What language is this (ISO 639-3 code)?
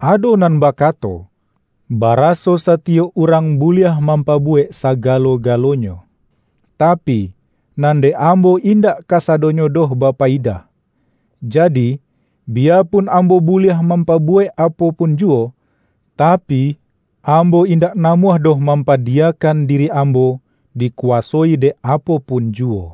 min